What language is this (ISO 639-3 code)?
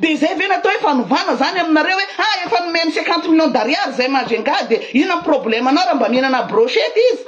mlg